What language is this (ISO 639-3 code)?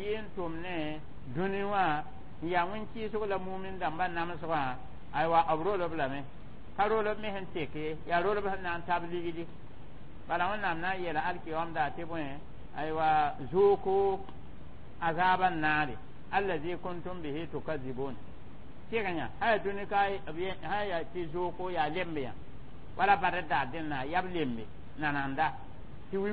mos